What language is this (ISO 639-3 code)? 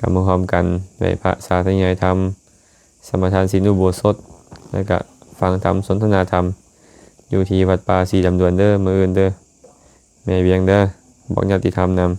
lao